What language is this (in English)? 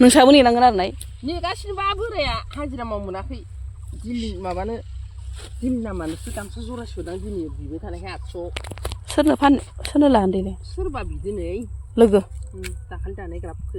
Bodo